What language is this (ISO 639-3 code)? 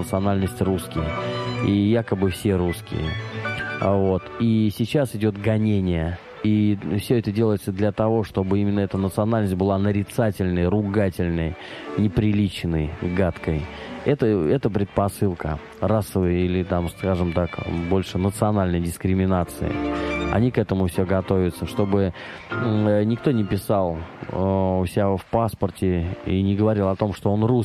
rus